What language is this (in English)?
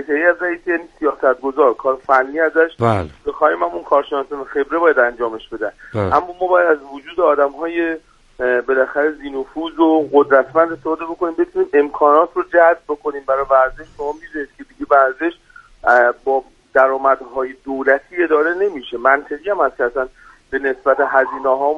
Persian